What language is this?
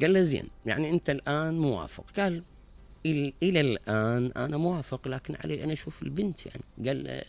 Mesopotamian Arabic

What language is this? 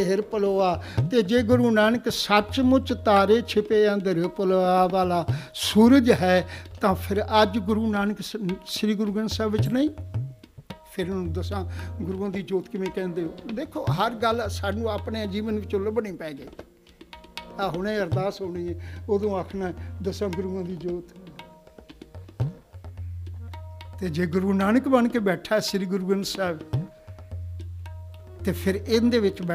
Punjabi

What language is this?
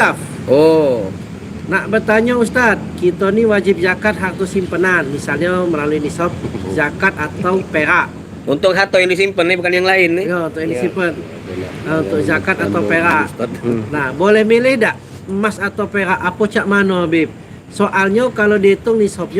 Musi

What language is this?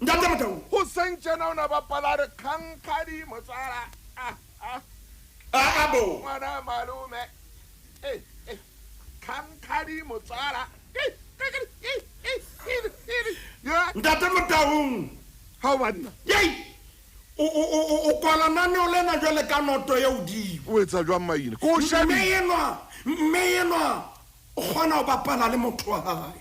Southern Sotho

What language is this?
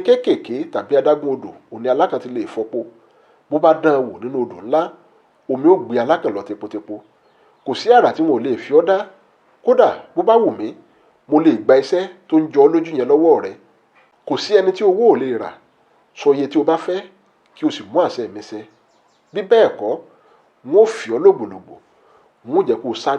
Yoruba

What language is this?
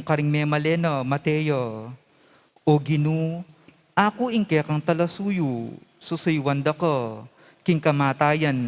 Pampanga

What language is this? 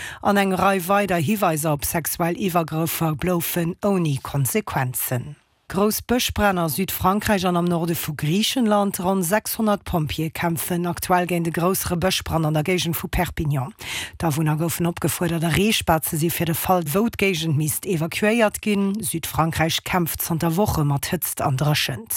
Luxembourgish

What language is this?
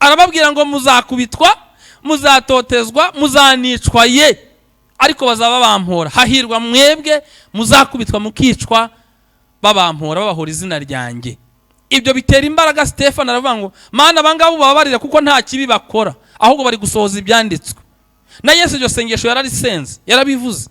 Kinyarwanda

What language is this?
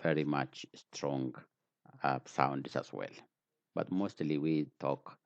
English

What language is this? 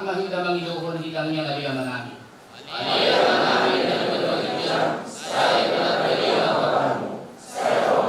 Batak Toba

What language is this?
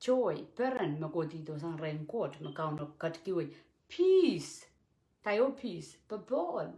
Pohnpeian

